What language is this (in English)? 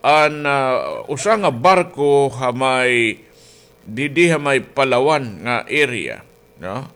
Waray